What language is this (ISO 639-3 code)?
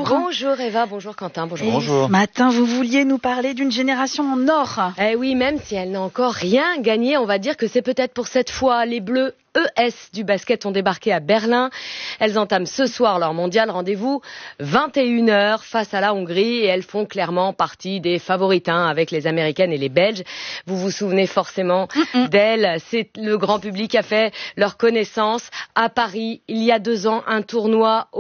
fra